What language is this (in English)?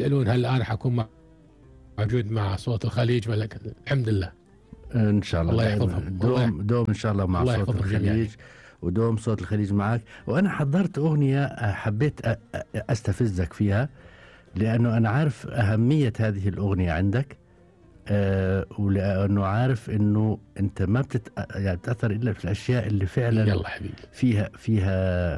Gulf Arabic